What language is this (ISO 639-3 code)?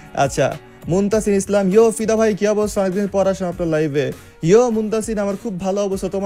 ben